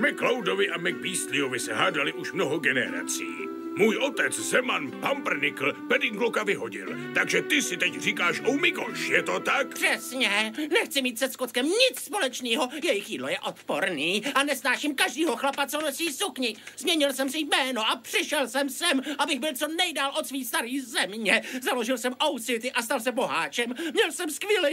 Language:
Czech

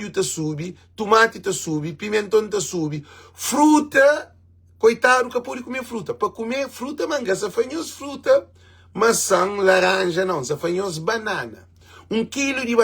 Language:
Kabuverdianu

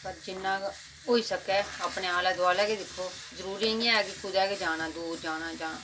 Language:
Dogri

